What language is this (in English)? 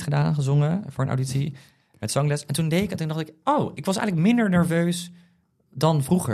Dutch